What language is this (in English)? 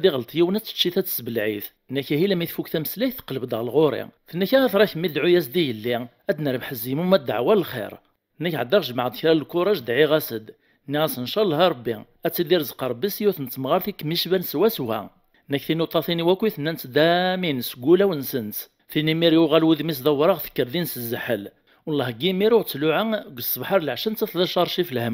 Kabyle